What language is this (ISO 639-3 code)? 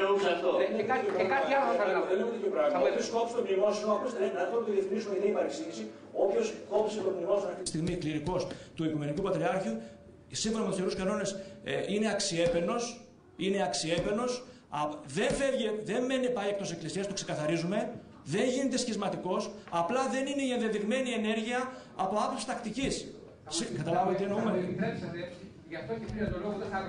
ell